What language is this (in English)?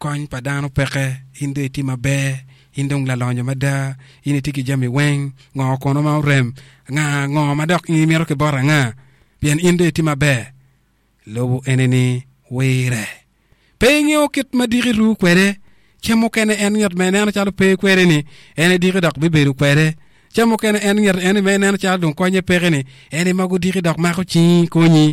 Acoli